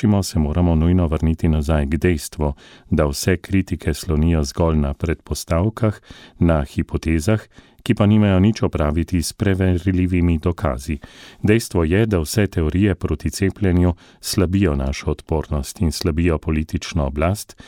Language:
Slovenian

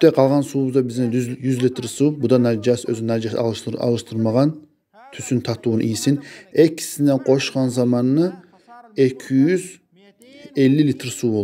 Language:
Kumyk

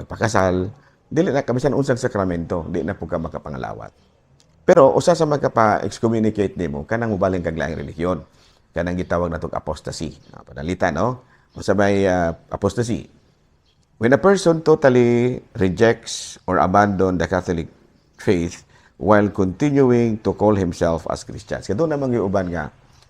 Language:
Cebuano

